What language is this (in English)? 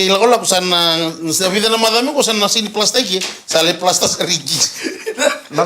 Fijian